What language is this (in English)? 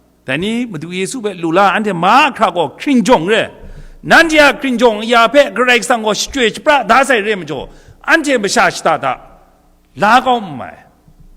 Kachin